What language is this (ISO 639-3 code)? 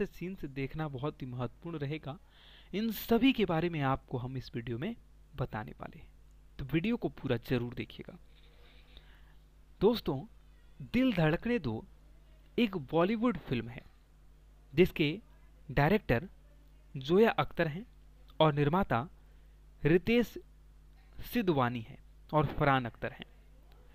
hin